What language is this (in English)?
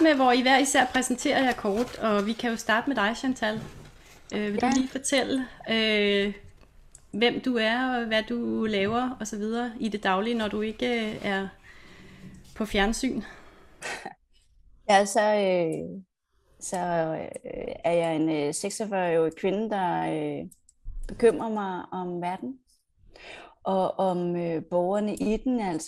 Danish